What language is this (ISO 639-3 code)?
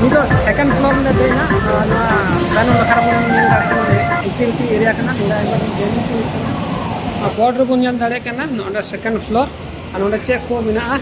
sat